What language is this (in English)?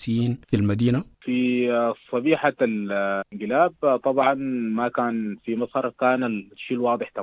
Sudanese Arabic